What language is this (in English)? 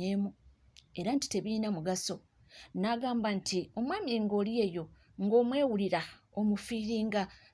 Ganda